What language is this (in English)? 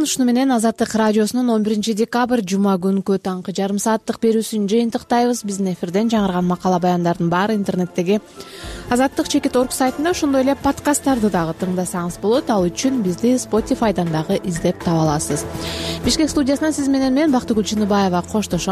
Kyrgyz